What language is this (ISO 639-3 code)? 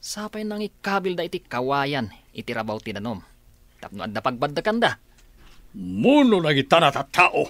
ilo